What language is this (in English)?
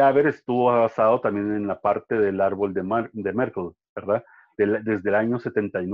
Spanish